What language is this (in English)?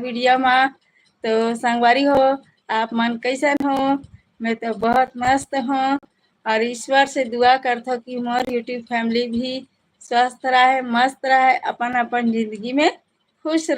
Chhattisgarhi